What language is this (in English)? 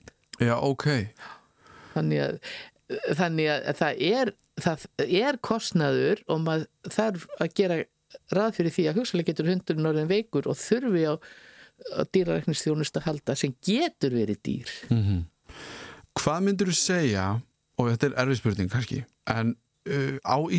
Icelandic